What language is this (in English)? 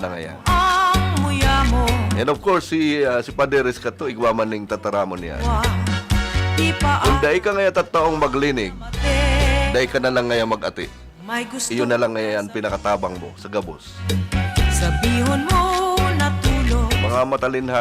Bikol